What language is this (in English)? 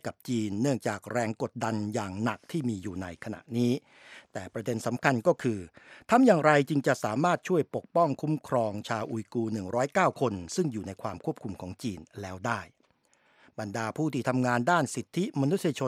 Thai